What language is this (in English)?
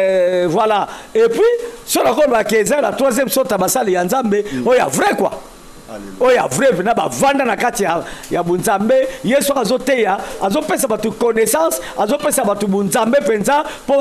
Lingala